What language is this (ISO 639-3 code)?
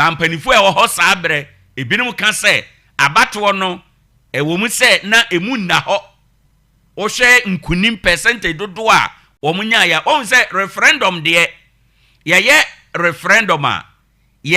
aka